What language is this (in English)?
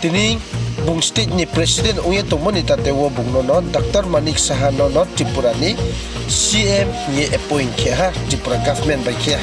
Riang (India)